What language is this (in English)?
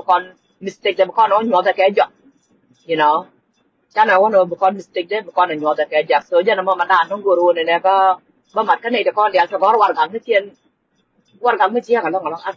Nuer